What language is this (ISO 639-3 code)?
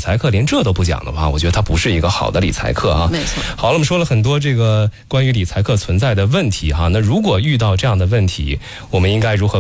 zho